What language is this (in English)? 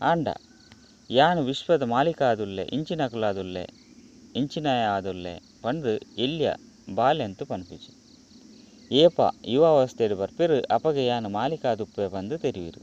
Tulu